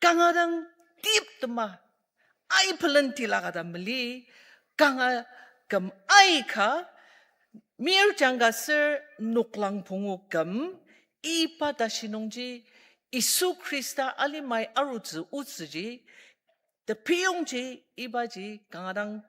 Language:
Ao Naga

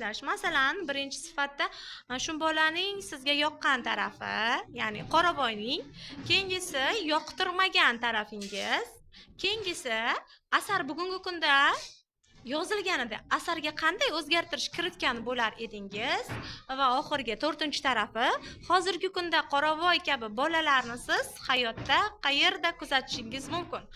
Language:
Uzbek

